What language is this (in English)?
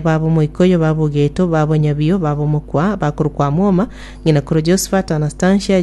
Gusii